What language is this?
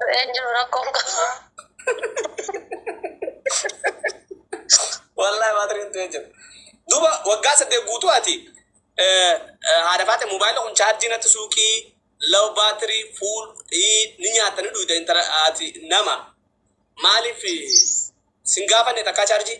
Oromo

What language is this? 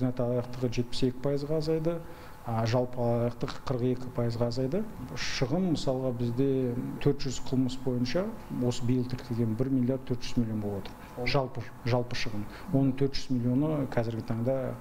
Kazakh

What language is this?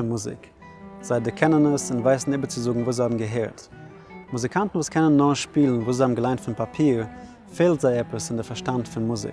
Yiddish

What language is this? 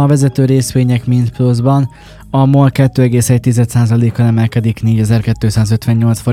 Hungarian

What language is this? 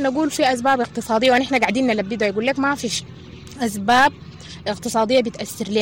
Sudanese Arabic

